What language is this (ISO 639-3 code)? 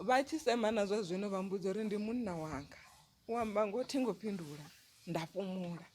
ven